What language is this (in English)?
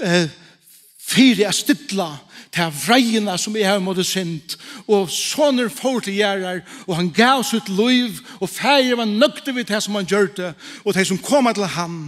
Faroese